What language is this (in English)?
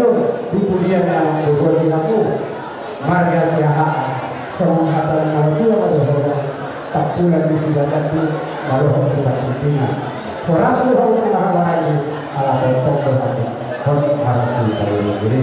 Batak Toba